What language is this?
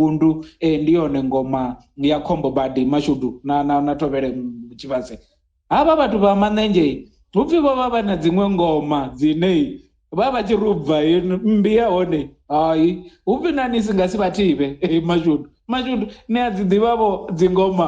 Venda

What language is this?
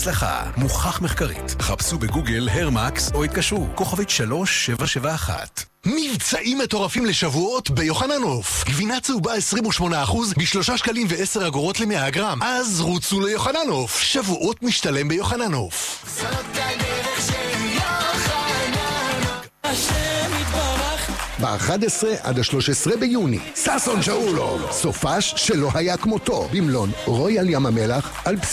Hebrew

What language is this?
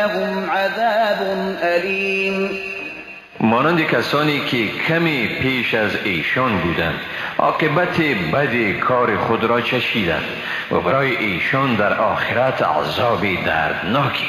Persian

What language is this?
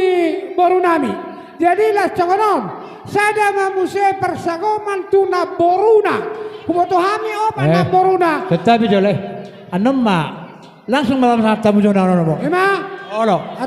Batak Toba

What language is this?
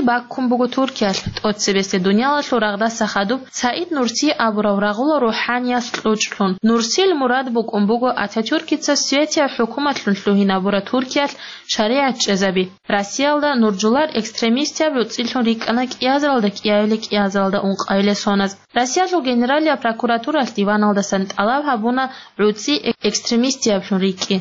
Avaric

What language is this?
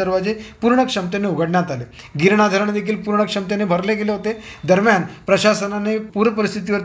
Marathi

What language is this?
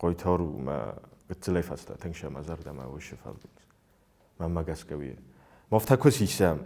Ossetic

